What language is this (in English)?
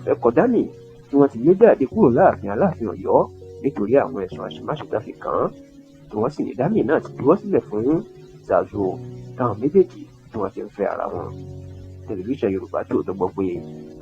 Yoruba